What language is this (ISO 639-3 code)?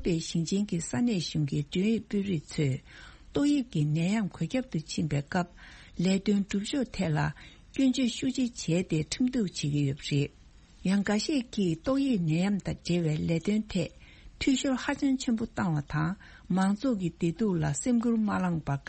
bod